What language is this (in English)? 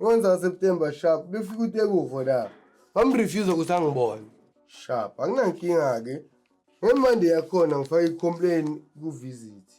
Zulu